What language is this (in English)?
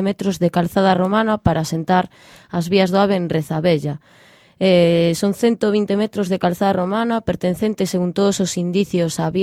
Galician